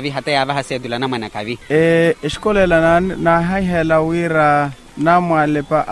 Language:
Makhuwa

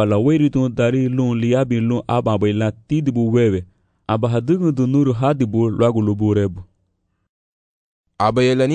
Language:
Garifuna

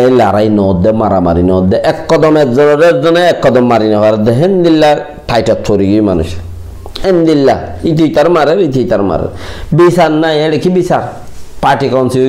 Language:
Rohingya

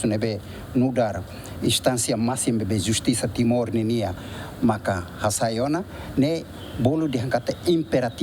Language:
Tetum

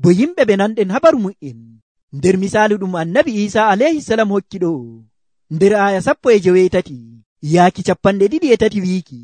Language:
Nigerian Fulfulde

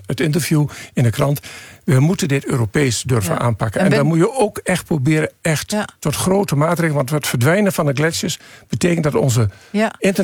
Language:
Dutch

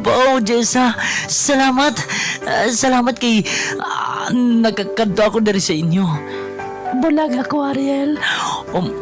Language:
Hiligaynon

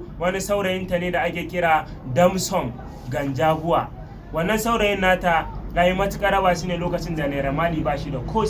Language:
Hausa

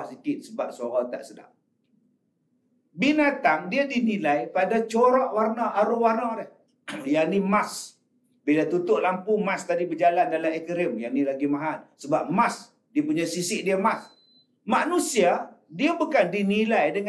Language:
Malay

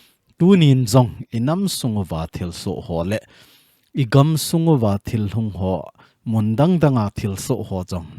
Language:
Thado Chin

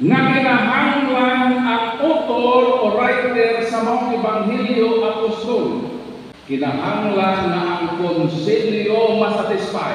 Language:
Cebuano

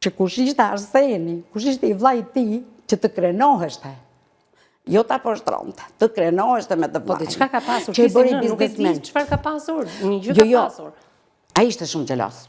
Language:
Albanian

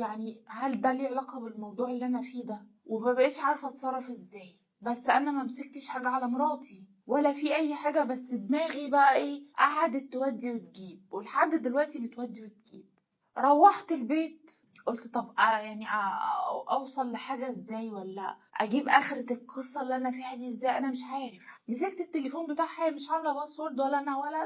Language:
Egyptian Arabic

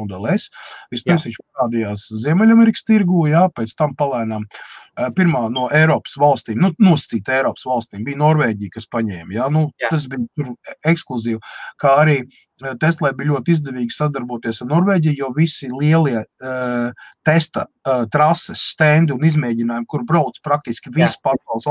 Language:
Latvian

